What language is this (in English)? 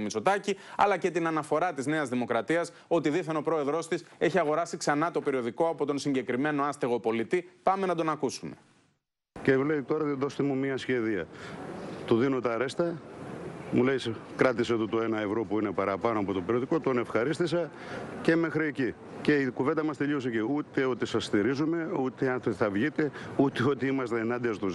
Greek